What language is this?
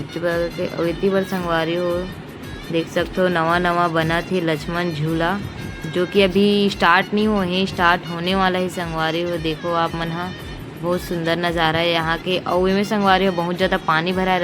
Chhattisgarhi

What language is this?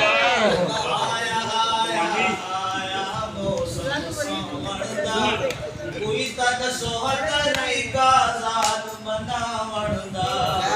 Saraiki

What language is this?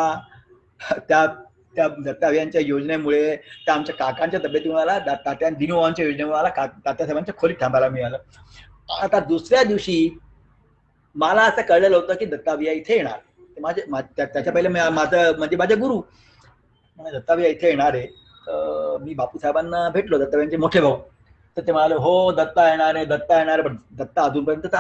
Marathi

